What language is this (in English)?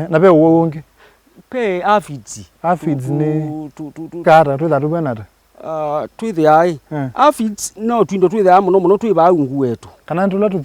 Kamba